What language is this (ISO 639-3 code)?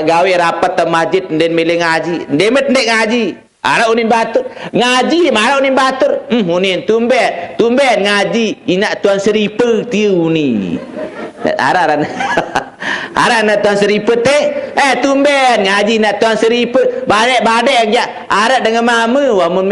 sas